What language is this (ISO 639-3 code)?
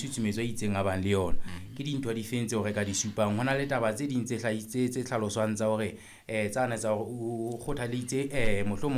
sot